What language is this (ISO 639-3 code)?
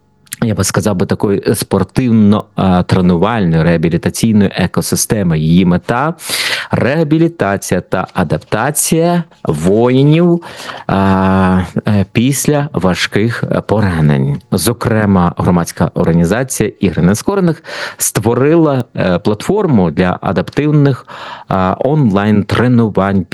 ukr